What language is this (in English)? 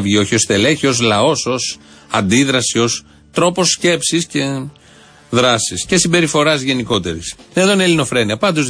Greek